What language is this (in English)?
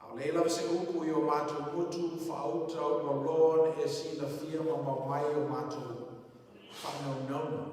Samoan